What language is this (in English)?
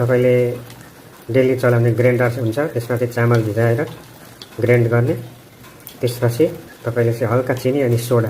Nepali